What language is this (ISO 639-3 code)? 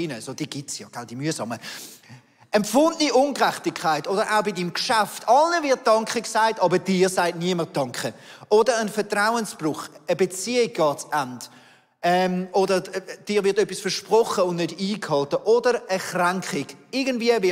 gsw